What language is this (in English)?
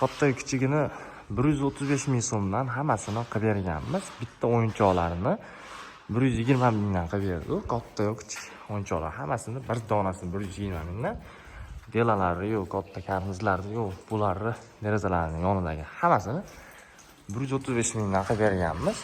Uzbek